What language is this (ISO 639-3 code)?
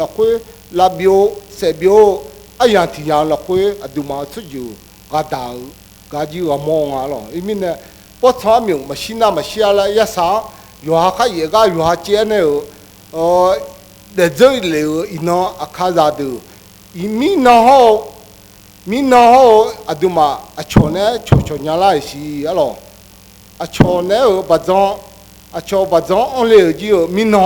ahk